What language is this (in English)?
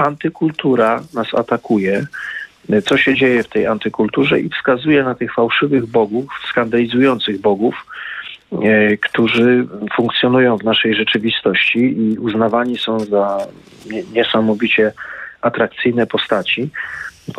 Polish